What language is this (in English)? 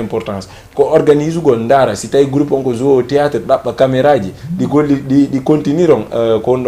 Fula